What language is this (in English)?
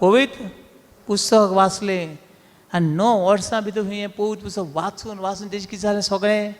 Konkani